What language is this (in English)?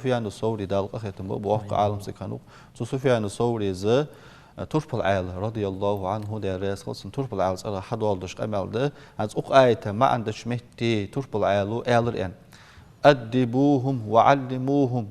Ingush